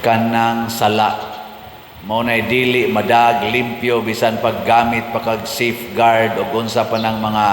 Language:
Cebuano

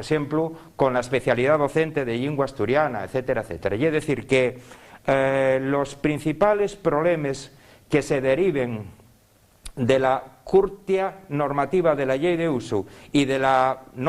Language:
Asturian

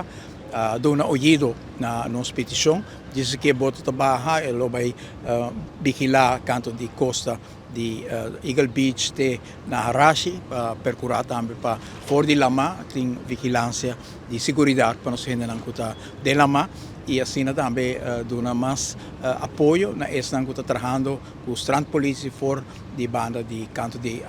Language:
Papiamento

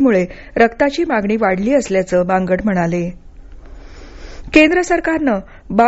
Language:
Marathi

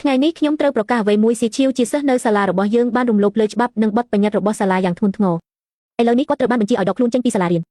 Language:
Khmer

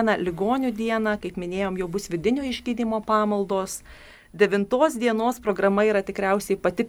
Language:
Lithuanian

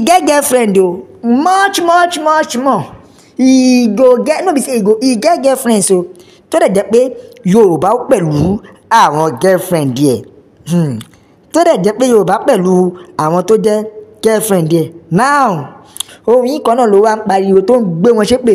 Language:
Yoruba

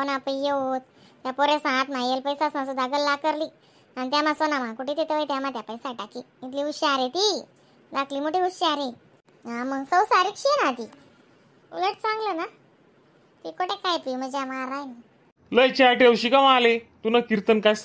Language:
Khandesi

